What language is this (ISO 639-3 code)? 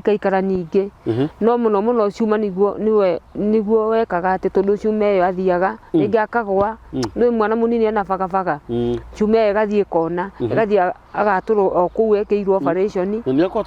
kik